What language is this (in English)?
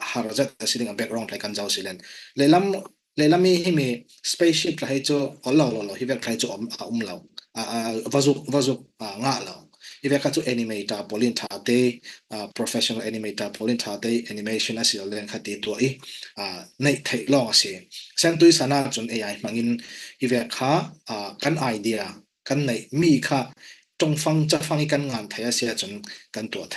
Falam Chin